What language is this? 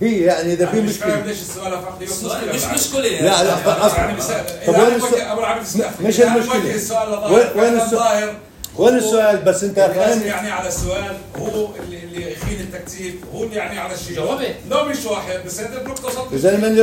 North Levantine Arabic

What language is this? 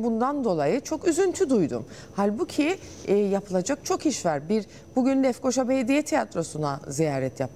Turkish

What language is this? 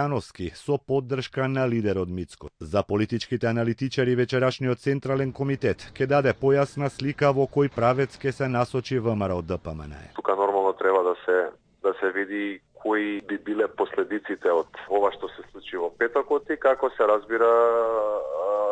Macedonian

